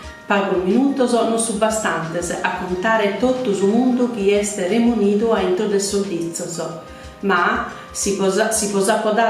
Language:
Sardinian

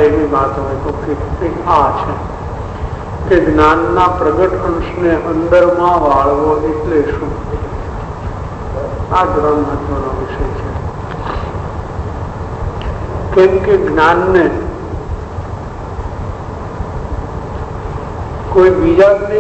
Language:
Gujarati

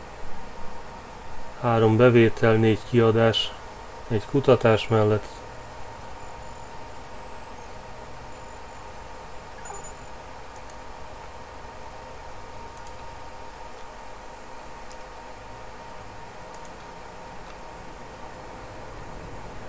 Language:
Hungarian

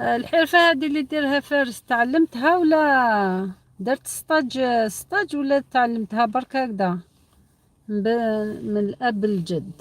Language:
Algerian Arabic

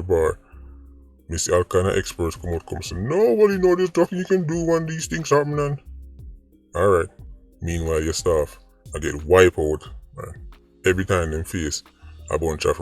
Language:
Jamaican Creole English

